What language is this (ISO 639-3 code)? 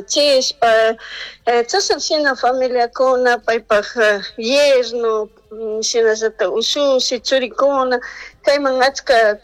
qug